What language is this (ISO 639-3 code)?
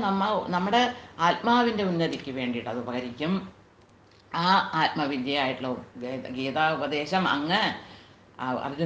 mal